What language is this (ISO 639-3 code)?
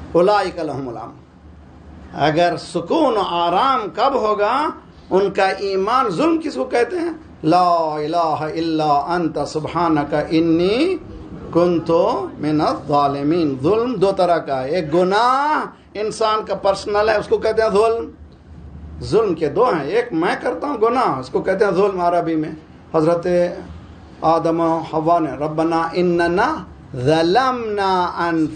urd